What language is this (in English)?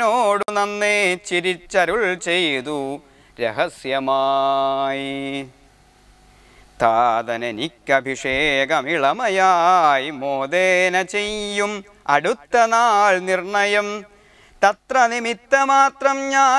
Malayalam